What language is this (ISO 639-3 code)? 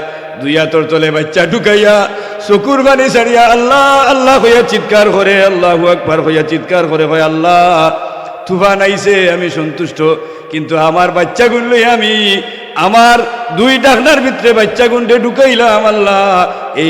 syl